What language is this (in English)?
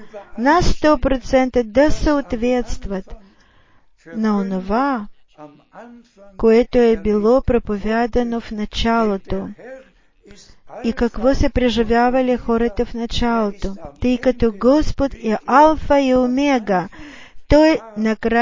Bulgarian